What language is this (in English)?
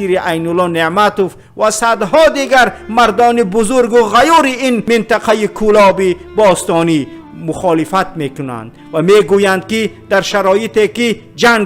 Tajik